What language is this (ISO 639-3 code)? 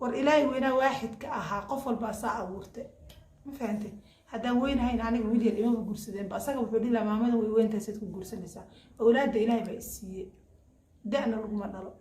som